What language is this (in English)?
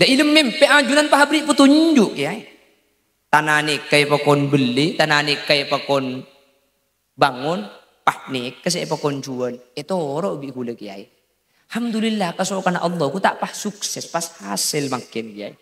Madurese